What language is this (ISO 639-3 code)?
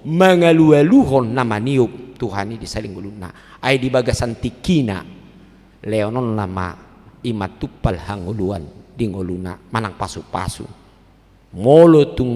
bbc